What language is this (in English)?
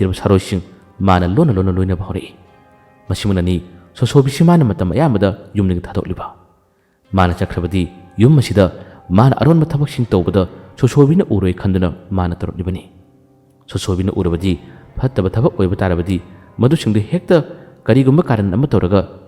Manipuri